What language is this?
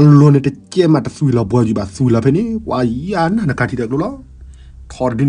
S'gaw Karen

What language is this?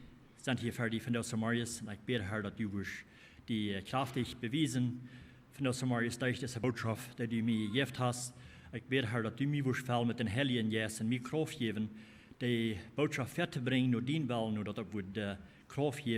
Plautdietsch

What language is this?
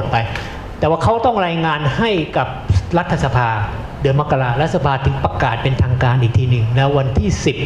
Thai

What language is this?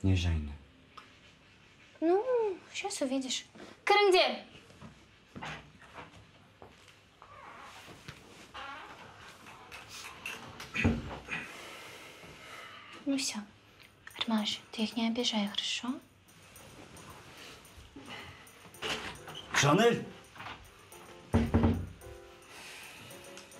Kazakh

